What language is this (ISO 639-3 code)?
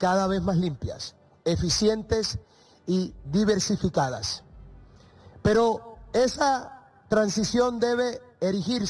spa